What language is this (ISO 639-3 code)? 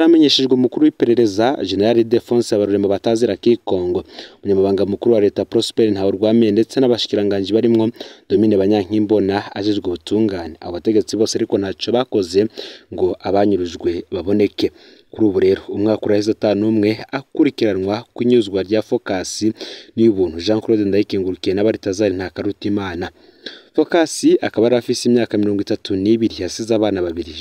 run